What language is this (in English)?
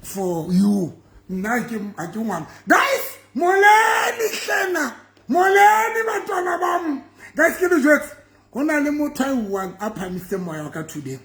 Southern Sotho